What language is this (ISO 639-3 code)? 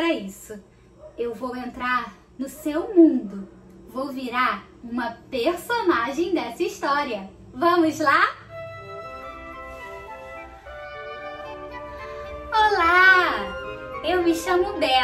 por